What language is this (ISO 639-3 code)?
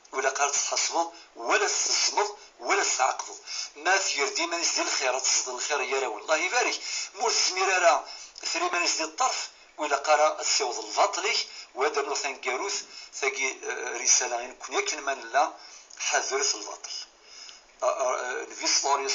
kab